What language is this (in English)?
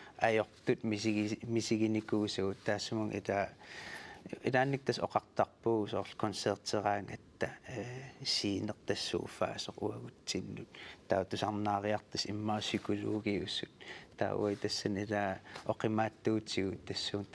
Kalaallisut